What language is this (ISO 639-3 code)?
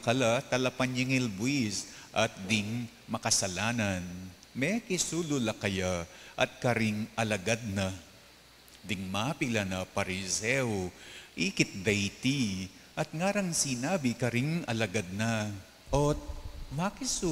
pam